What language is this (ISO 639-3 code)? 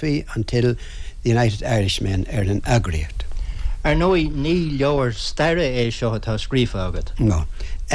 gle